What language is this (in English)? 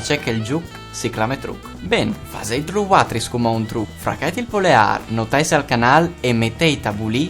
Friulian